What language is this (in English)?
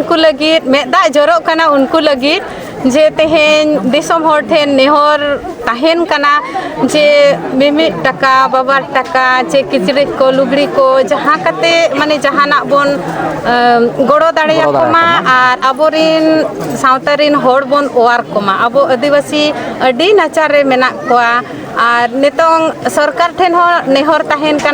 Santali